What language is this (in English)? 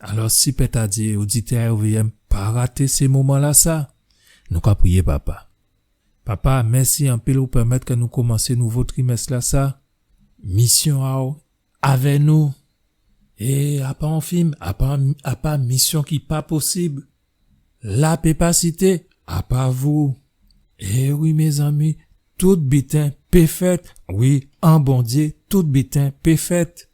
Guadeloupean Creole French